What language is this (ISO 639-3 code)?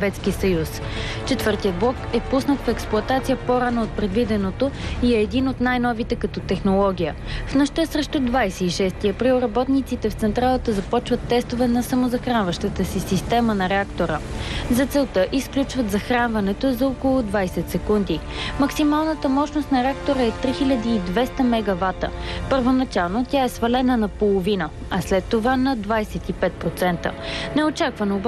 bul